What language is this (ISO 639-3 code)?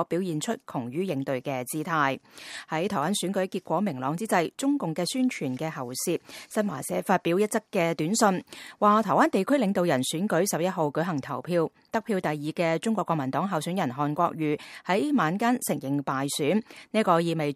yue